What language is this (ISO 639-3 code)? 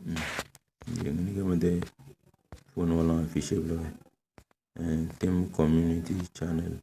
kdh